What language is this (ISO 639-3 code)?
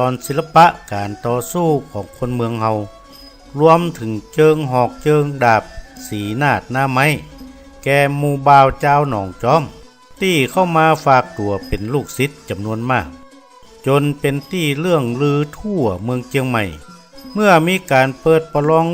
nod